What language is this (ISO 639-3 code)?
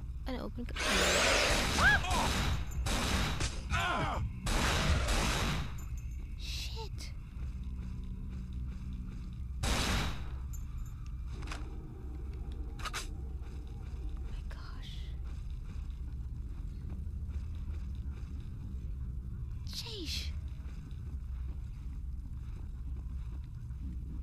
eng